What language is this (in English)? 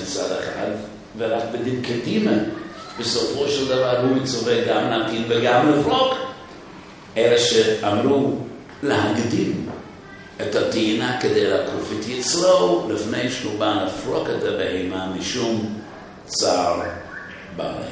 Hebrew